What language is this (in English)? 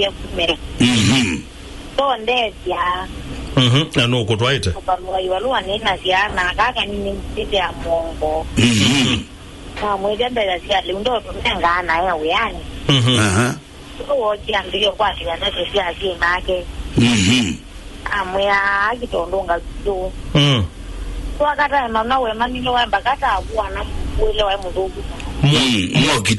Kamba